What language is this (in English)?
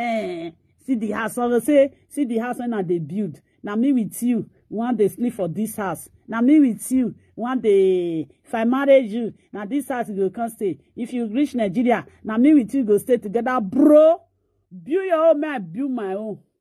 Nigerian Pidgin